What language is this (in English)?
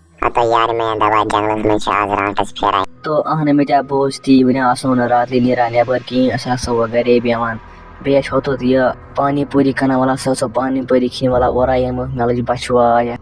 Kashmiri